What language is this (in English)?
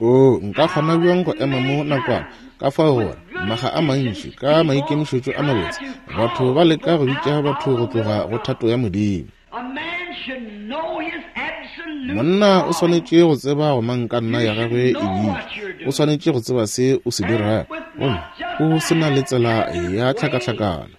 Northern Sotho